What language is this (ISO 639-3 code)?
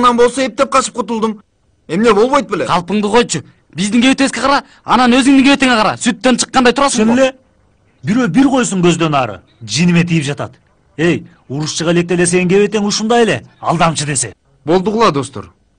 kir